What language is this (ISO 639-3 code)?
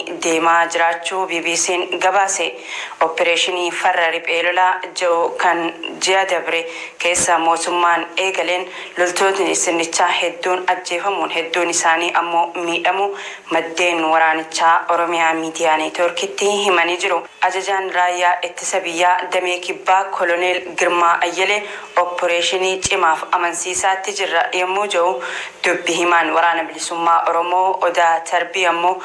orm